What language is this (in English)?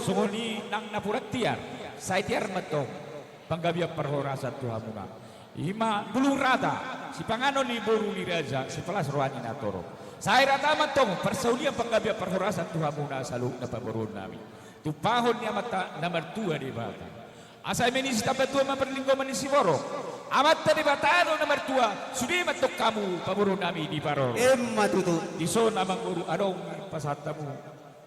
Batak Toba